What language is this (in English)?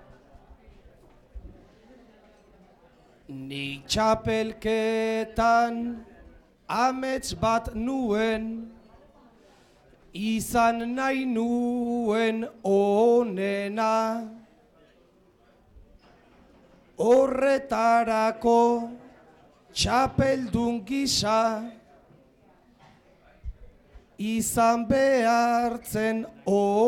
Basque